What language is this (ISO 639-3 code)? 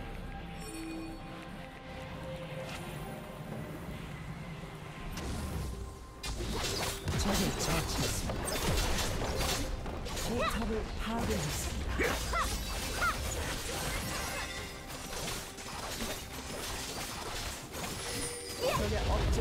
kor